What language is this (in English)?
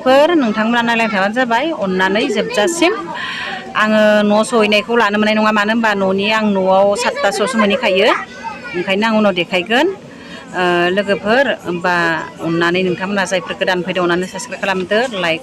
Bodo